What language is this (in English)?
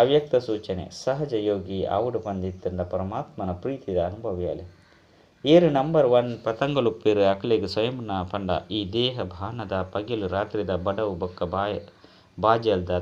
Tulu